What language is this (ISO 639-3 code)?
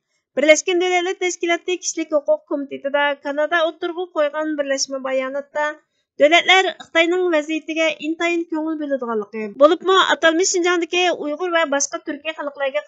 uig